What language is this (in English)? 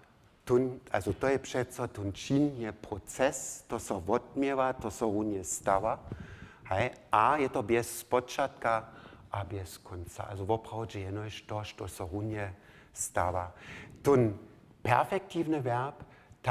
Upper Sorbian